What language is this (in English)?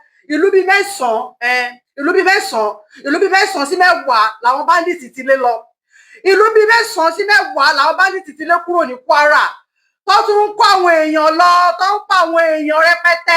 Yoruba